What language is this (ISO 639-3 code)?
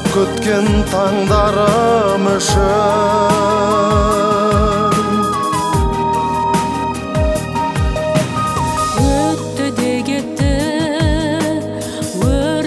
kaz